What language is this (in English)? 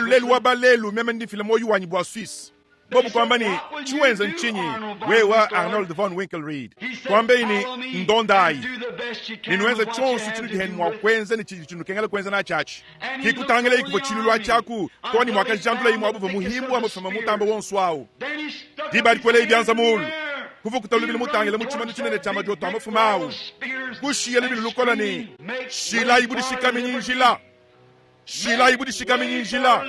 Luba-Lulua